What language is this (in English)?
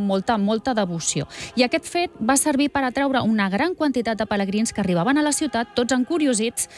Catalan